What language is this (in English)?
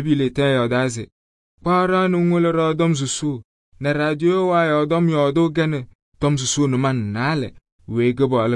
Kabiyè